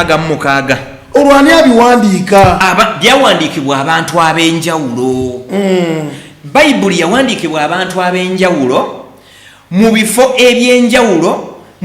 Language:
Ganda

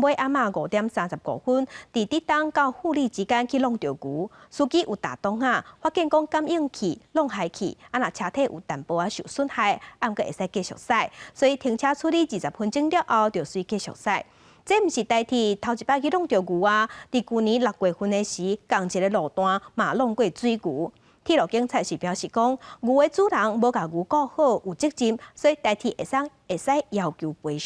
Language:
Min Nan Chinese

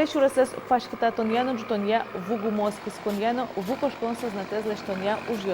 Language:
Udmurt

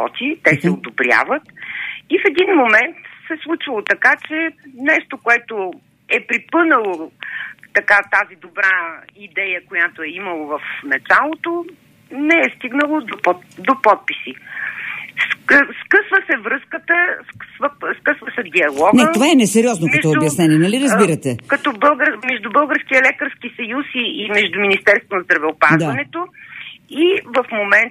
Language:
Bulgarian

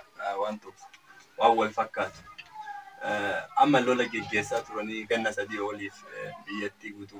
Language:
Oromo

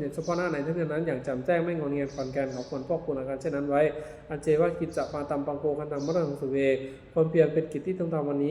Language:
Pali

